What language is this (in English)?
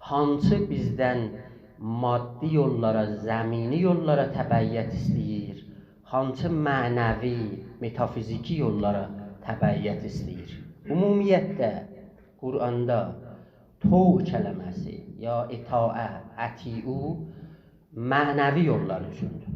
South Azerbaijani